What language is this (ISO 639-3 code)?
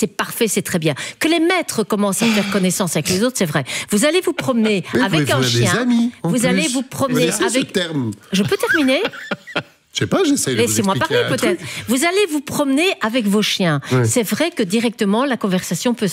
fra